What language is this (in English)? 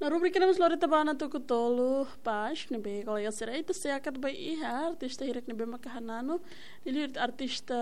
Tetum